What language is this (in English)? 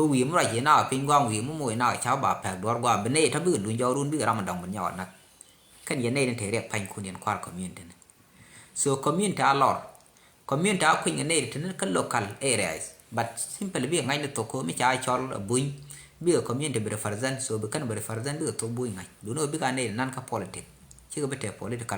Nuer